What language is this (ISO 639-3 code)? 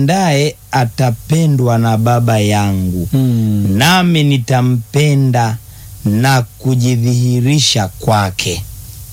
swa